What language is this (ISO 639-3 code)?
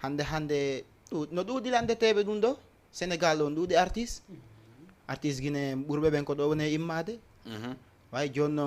ful